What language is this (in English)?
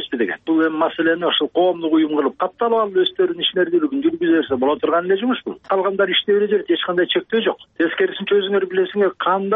Kyrgyz